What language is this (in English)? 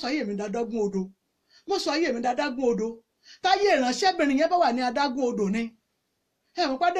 Yoruba